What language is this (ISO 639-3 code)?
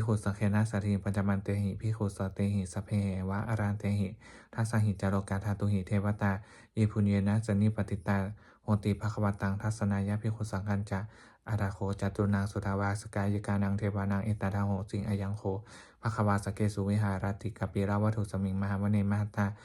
pli